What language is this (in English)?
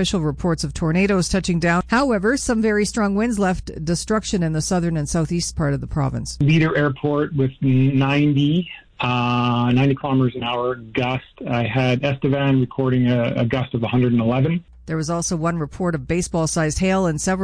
English